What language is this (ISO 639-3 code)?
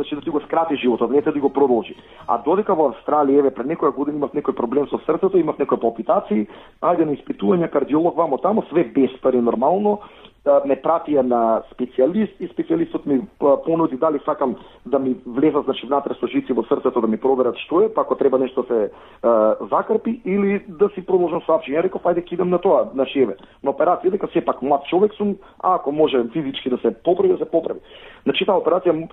mkd